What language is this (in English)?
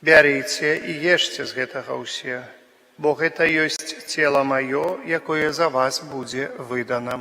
Belarusian